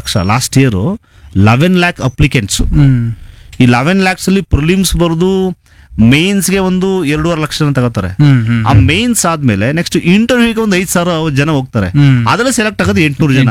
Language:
Kannada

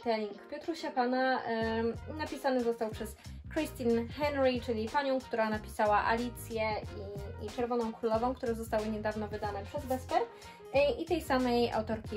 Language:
Polish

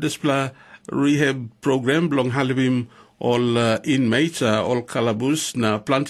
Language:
Tok Pisin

